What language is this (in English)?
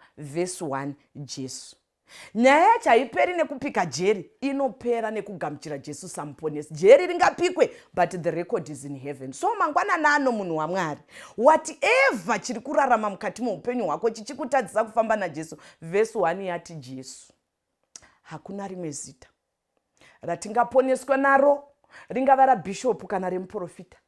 Shona